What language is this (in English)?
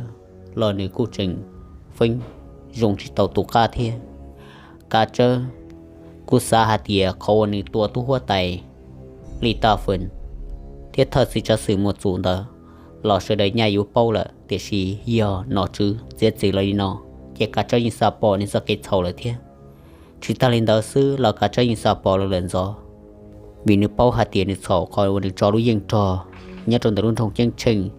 Hmong